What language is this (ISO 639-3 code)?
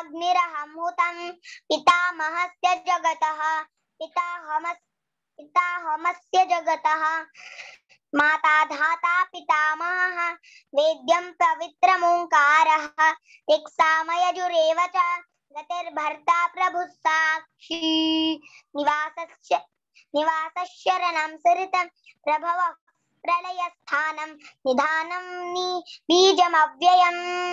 san